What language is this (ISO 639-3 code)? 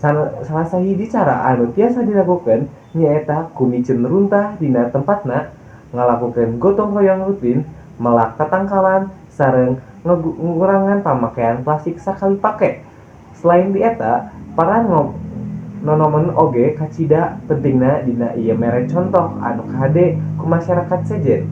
sun